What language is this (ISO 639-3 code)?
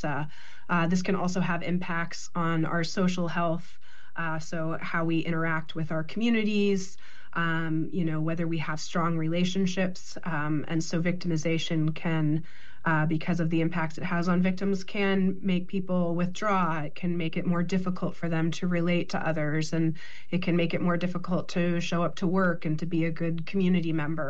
eng